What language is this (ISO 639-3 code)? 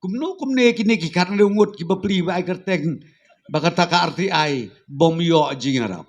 kha